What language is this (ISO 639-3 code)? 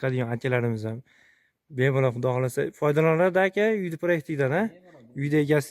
uzb